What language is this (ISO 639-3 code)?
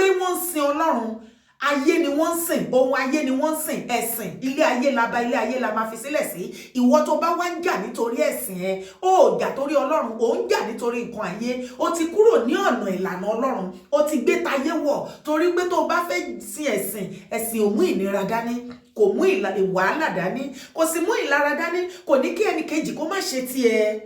yor